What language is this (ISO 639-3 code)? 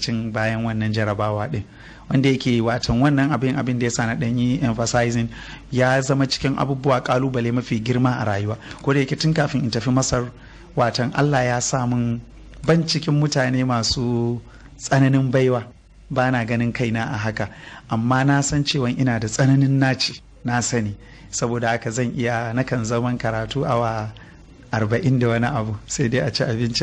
hau